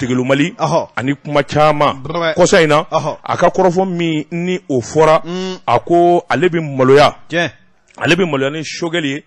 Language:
Bambara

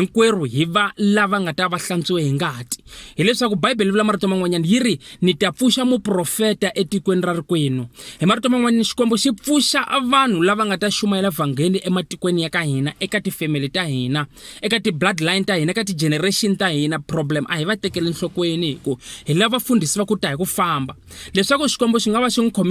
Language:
Tsonga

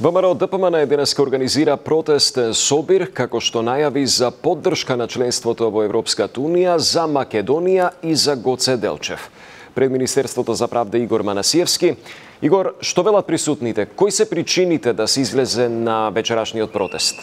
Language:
Macedonian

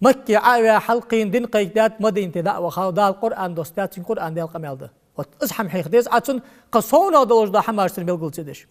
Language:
Ingush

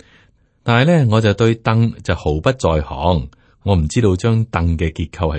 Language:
Cantonese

